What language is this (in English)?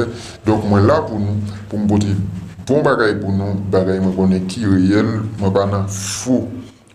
Haitian Creole